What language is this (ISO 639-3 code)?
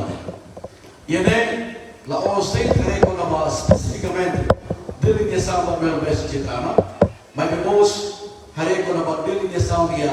tet